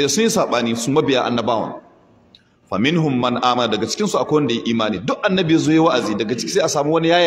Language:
Hausa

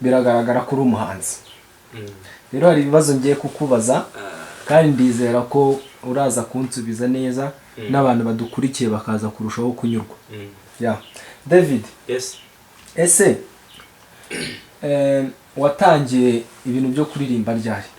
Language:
Kinyarwanda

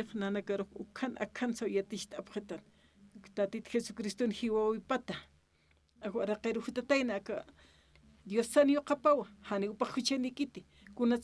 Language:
Aymara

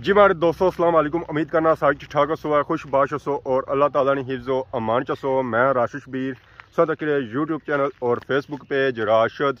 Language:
Pahari-Potwari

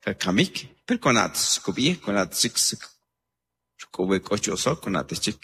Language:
Kaqchikel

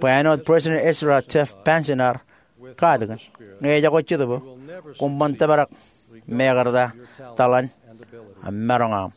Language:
Marshallese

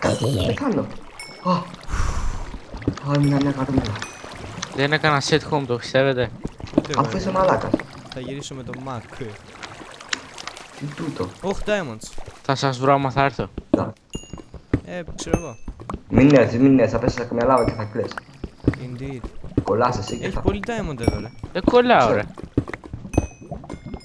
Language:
Greek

